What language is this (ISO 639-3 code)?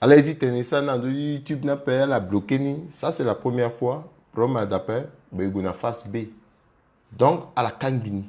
sag